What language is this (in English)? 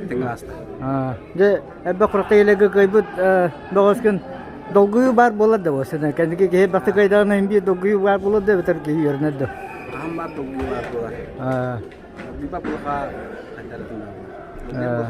Yakut